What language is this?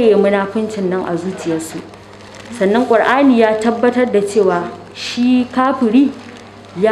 Hausa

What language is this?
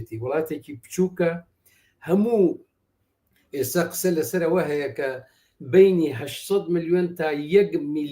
Central Kurdish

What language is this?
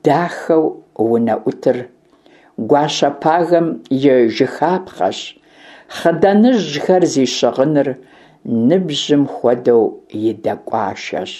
Kabardian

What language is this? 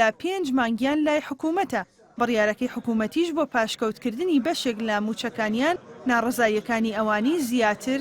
Central Kurdish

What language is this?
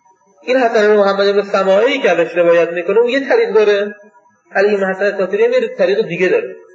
Persian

